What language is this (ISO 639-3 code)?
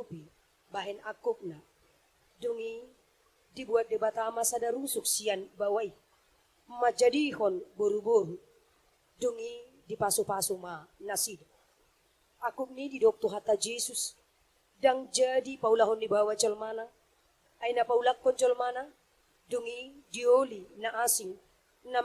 bbc